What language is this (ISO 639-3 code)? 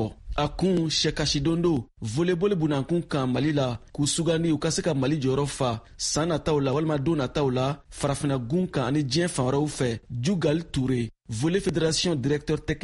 bam